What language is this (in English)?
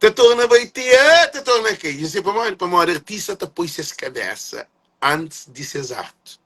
Kabuverdianu